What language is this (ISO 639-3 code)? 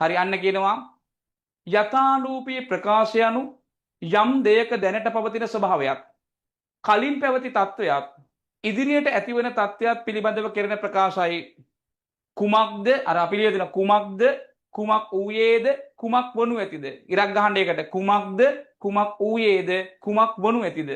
sin